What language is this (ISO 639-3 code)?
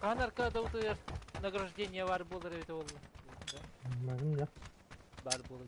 sah